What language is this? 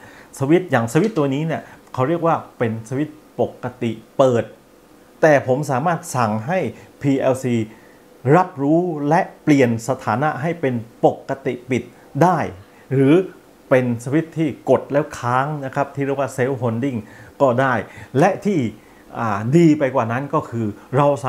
Thai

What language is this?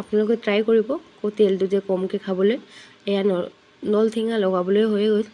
Assamese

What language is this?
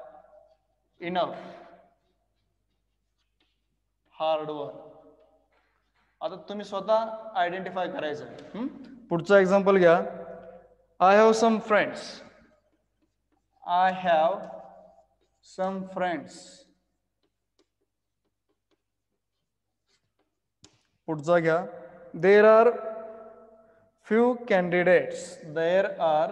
Marathi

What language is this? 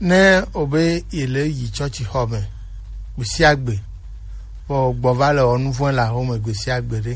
Gen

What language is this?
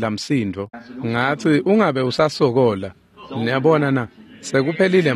Swati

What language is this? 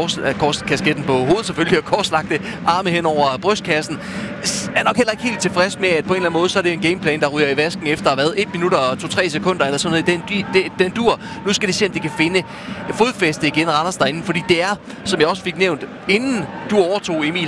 Danish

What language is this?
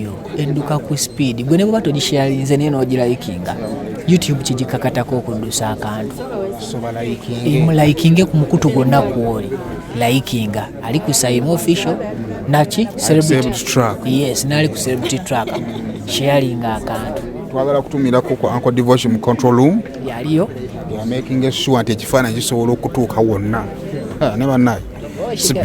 Ganda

